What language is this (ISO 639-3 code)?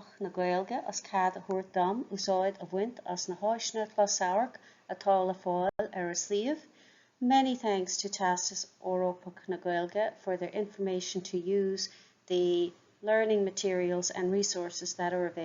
gle